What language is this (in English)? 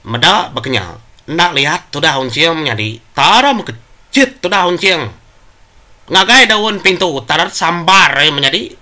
Iban